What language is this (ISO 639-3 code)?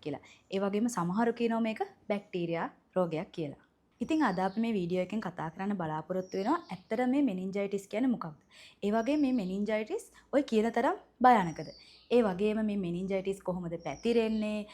sin